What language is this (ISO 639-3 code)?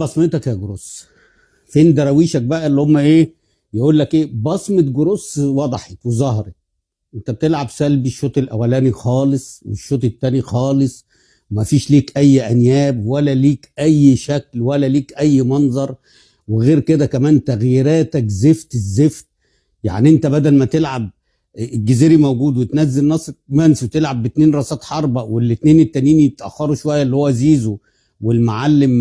arz